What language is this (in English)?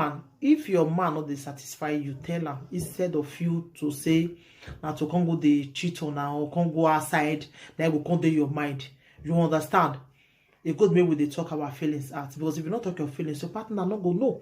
Nigerian Pidgin